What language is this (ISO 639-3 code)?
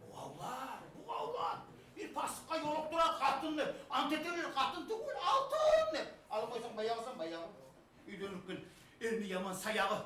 kum